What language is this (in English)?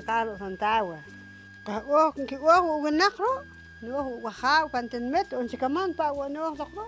Poqomchi'